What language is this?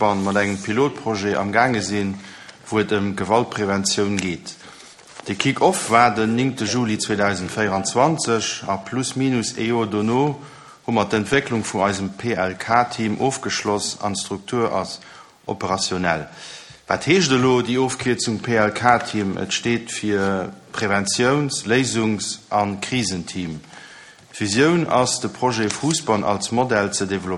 Luxembourgish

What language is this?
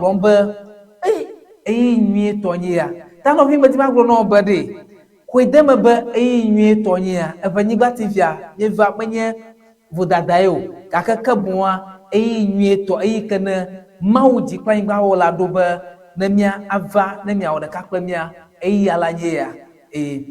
Ewe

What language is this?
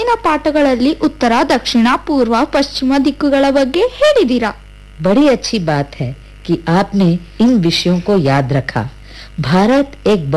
Kannada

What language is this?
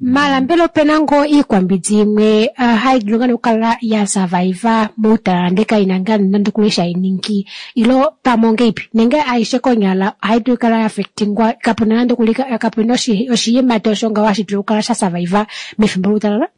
Kuanyama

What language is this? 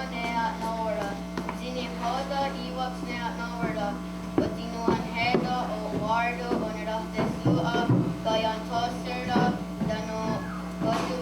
Mohawk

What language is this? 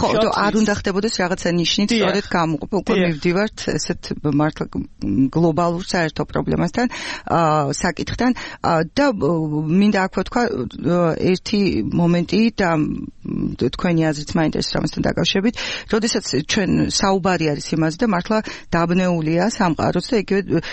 Georgian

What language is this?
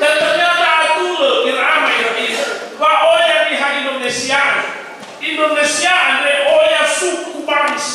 Nias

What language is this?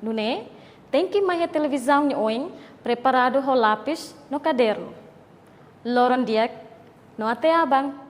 Tetum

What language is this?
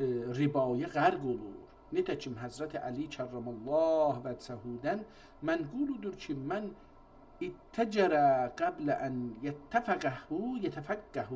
South Azerbaijani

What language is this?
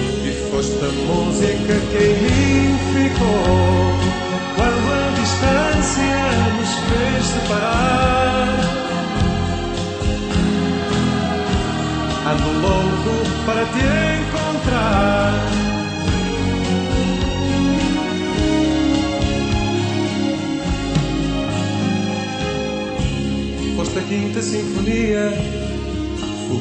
Portuguese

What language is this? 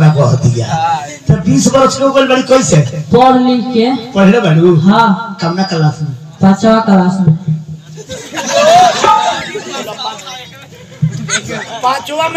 Bhojpuri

